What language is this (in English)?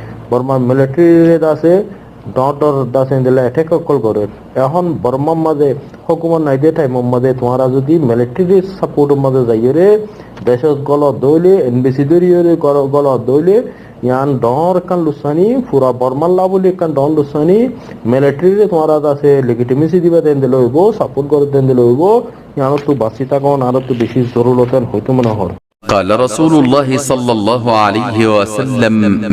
Rohingya